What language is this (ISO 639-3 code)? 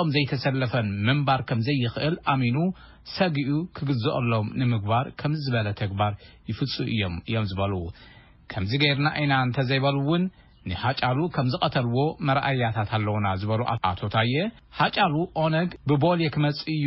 tir